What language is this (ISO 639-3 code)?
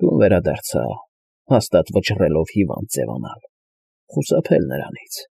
hye